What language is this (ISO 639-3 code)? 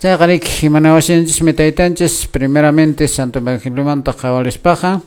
que